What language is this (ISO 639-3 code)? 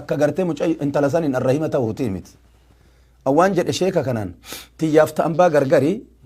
orm